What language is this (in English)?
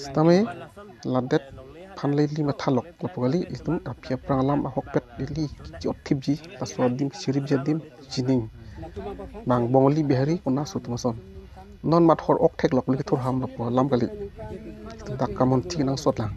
Karbi